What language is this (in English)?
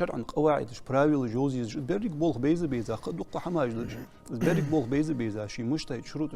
Ingush